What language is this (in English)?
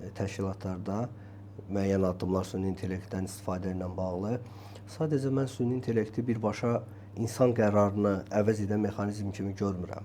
Azerbaijani